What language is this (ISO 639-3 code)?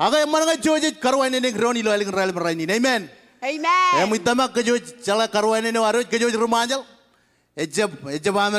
mah